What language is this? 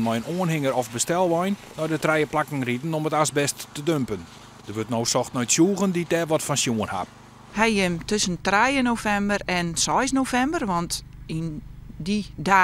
Western Frisian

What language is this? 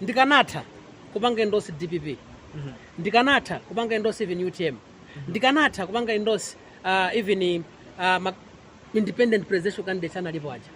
Nyanja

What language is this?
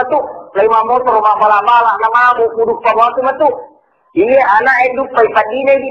Buginese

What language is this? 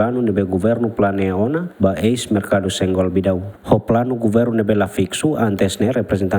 Tetum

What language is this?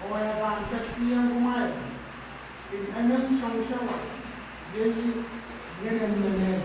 Pohnpeian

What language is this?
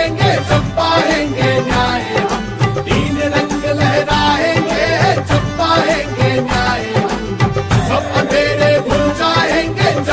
Hindi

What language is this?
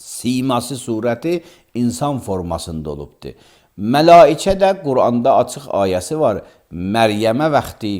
Azerbaijani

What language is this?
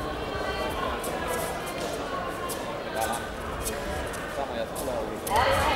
Finnish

